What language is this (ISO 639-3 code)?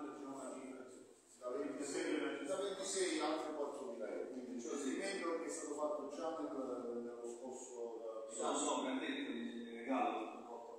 ita